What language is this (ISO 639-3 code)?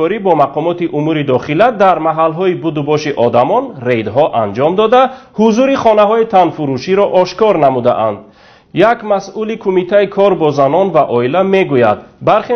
tgk